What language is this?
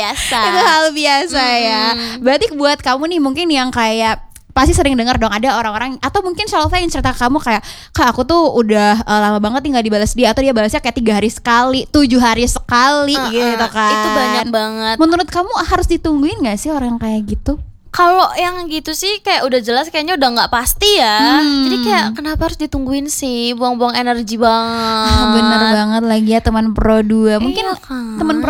Indonesian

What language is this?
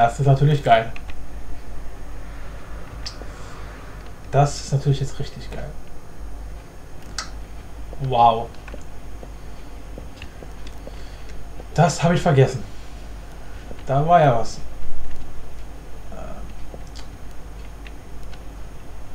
German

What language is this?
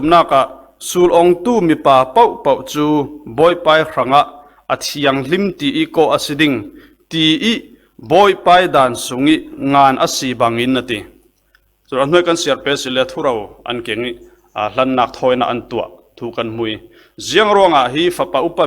Falam Chin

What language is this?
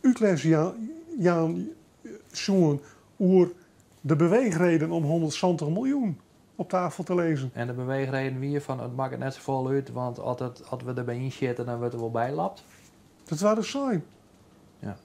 Western Frisian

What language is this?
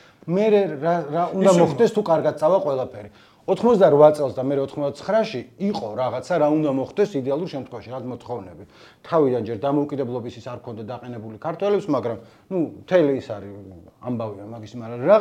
Georgian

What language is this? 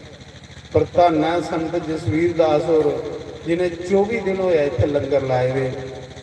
Dogri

